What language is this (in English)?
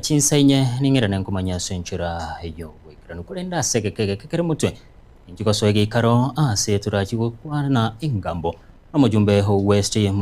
Gusii